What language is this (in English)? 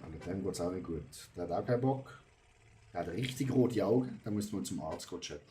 Swiss German